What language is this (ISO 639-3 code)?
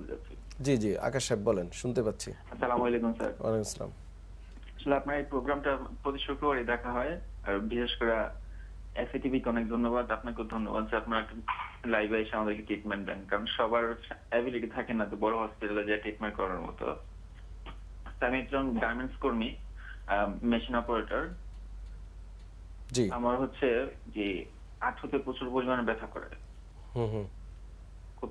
ben